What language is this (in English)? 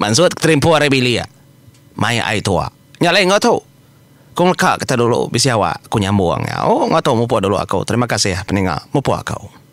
Iban